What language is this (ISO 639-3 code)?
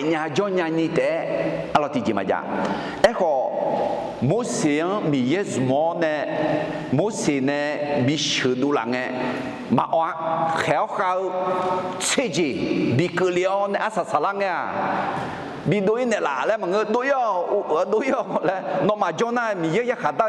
ahk